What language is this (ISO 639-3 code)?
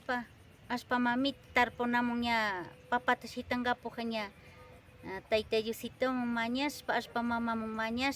qvi